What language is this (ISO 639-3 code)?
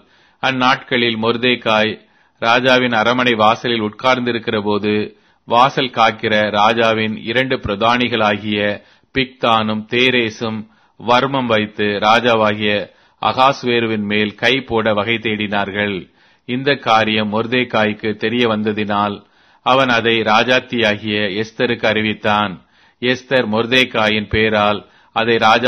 tam